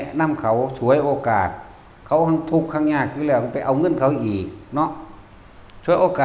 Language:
Northeastern Thai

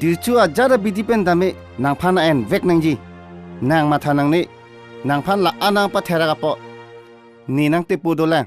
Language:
Karbi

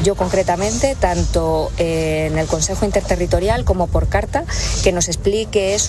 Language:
Spanish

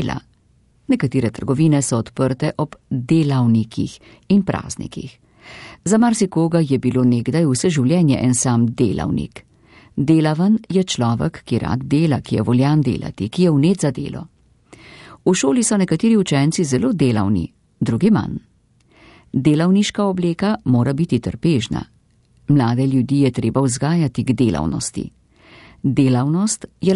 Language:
Slovenian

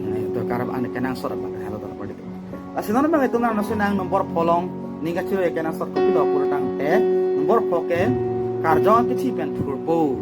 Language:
Karbi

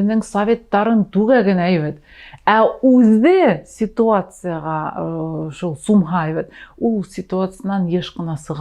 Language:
Bashkir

